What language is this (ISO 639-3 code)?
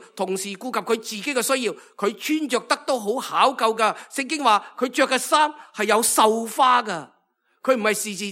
yue